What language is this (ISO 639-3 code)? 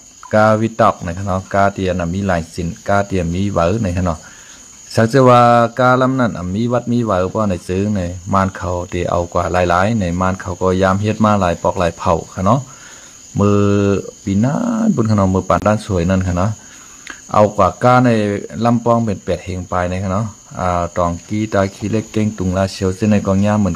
shn